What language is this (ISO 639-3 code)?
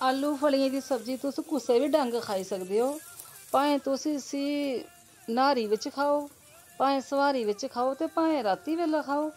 doi